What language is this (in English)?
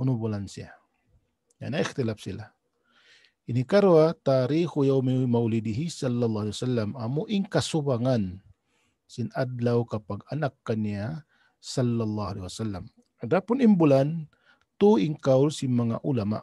Tausug